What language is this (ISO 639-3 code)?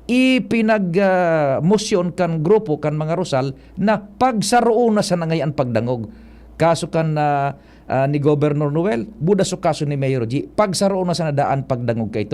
bik